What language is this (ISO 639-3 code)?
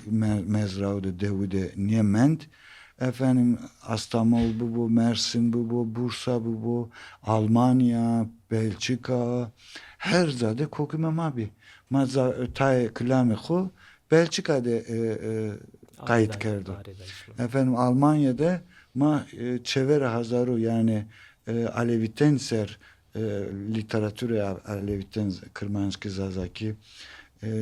zza